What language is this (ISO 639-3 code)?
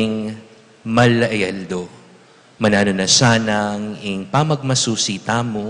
pam